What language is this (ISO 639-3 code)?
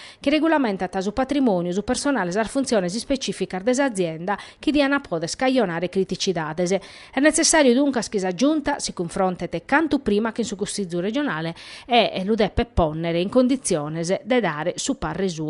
srd